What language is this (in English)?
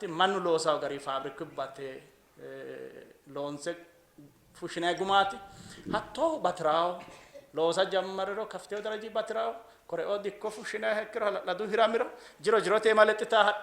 Sidamo